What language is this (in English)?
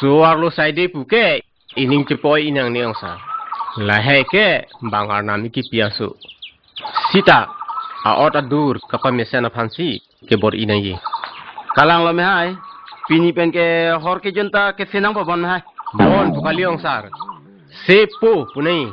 Karbi